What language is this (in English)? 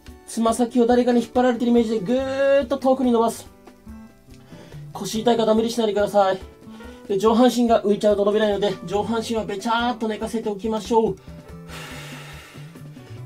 Japanese